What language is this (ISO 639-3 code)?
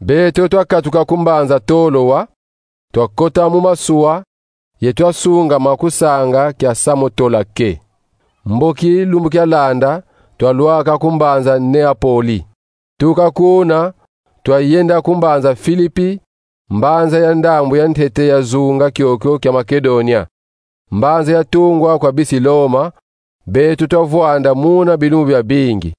kon